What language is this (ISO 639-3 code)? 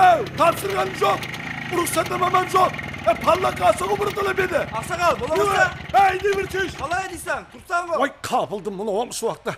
kaa